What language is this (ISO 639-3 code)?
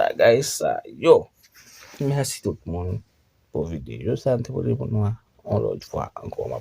hat